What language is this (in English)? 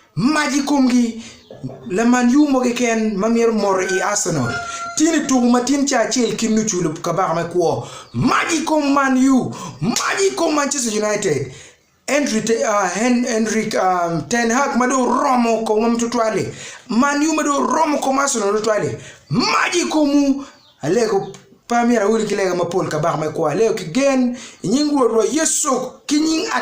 Acoli